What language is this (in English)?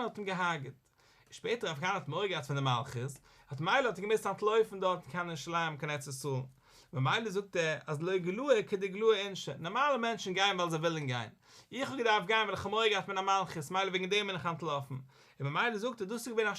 Yiddish